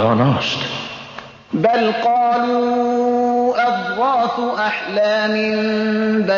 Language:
Persian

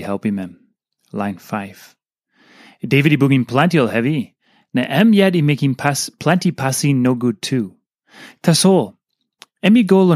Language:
Tok Pisin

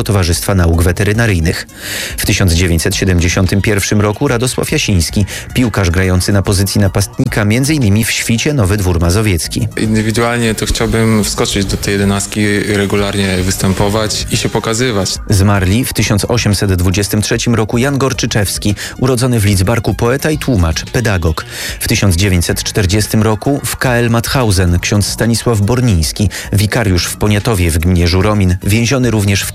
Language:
Polish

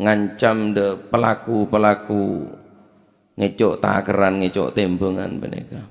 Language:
Madurese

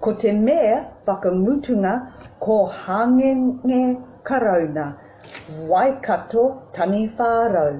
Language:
Māori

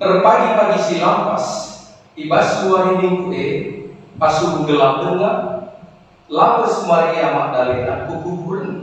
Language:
Batak Karo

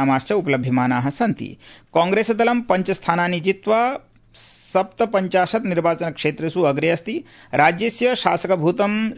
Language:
Sanskrit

